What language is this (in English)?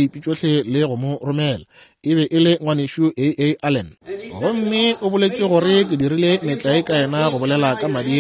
Northern Sotho